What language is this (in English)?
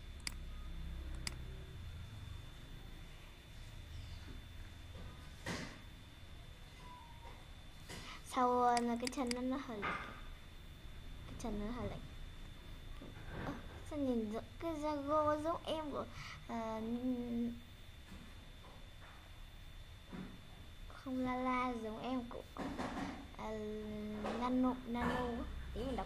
Vietnamese